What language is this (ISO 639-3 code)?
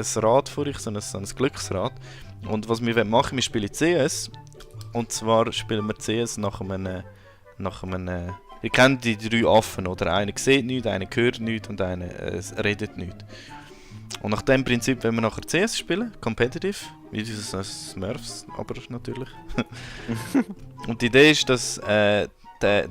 gsw